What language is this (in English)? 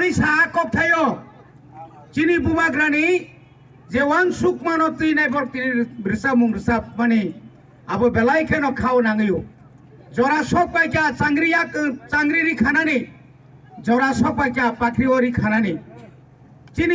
Kok Borok